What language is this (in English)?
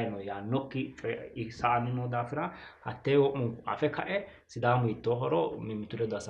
Sidamo